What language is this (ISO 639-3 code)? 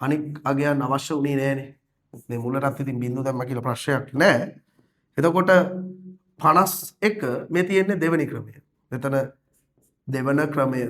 sin